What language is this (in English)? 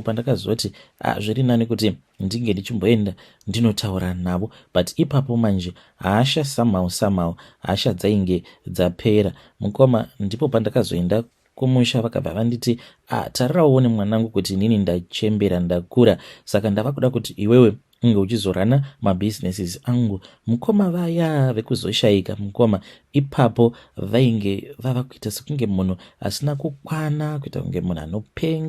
Shona